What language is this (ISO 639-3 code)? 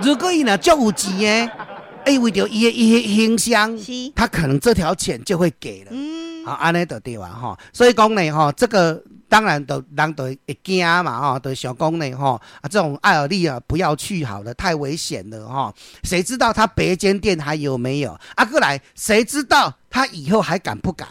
nan